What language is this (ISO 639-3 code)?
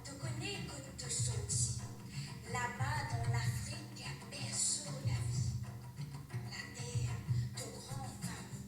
mfe